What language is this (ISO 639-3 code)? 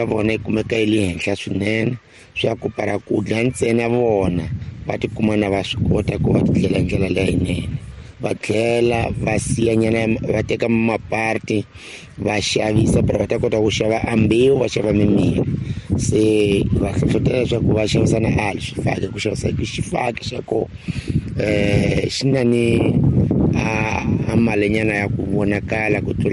tso